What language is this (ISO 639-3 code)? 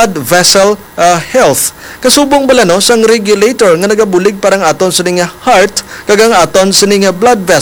hil